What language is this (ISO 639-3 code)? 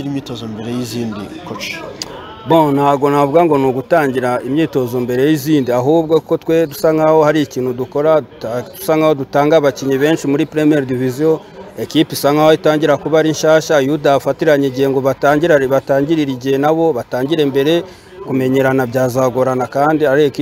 kin